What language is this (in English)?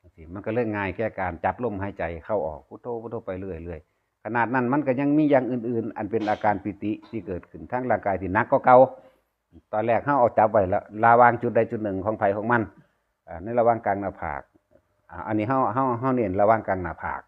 Northeastern Thai